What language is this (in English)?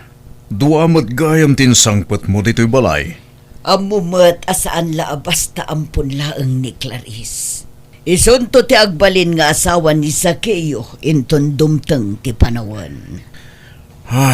Iloko